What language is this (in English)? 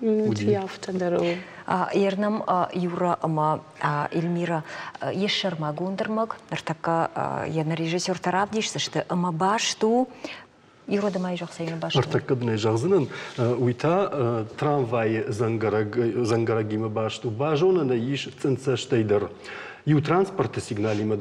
Ossetic